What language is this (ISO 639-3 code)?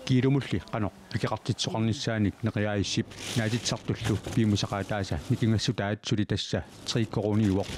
kal